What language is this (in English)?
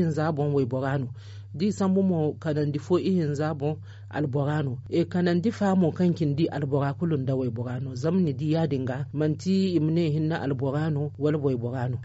Zarma